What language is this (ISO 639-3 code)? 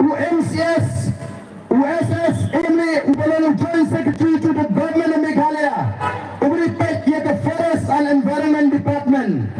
kha